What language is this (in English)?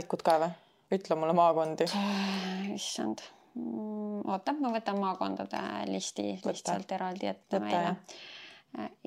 Estonian